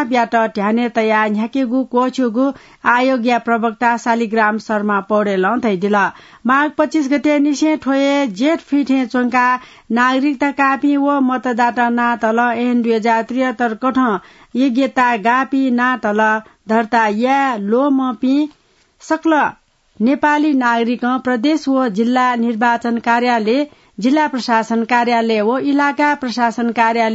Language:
Newari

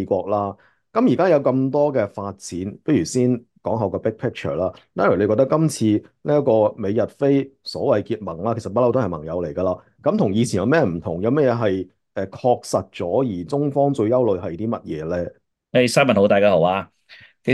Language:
Cantonese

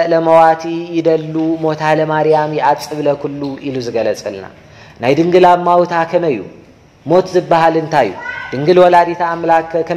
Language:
Tigrinya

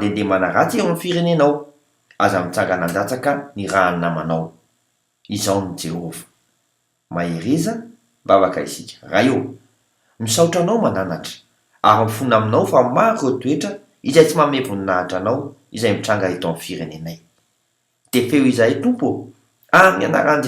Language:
Malagasy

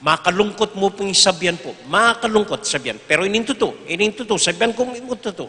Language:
Pampanga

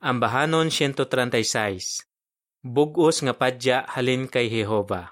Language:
Hiligaynon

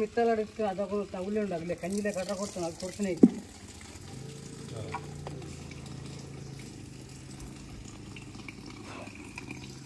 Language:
Tulu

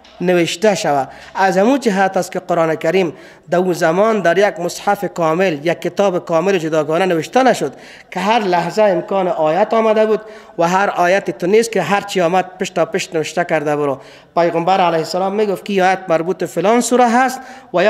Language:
Persian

